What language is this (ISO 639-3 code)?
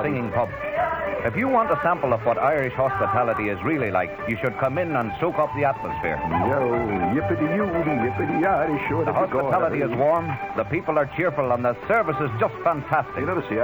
eng